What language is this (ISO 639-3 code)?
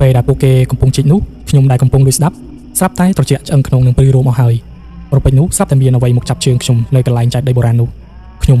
khm